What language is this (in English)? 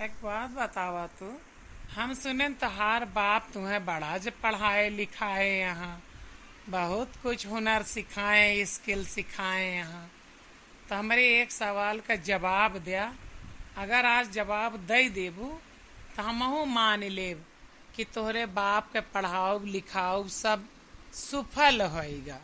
Awadhi